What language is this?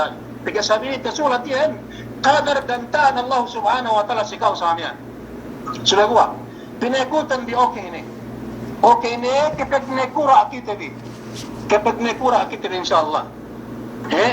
Yakan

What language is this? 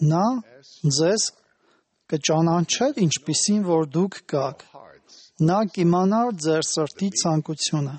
Armenian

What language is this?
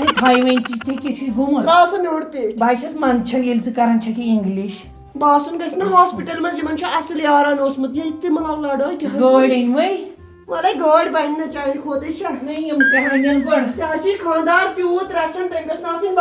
Kashmiri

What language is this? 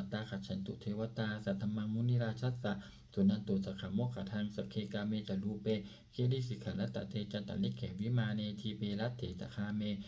Pali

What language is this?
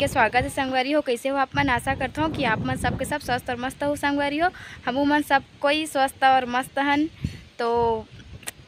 Chhattisgarhi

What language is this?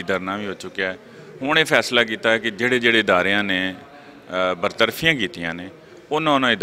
Western Panjabi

